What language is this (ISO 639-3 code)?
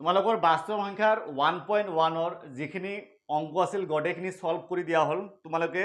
asm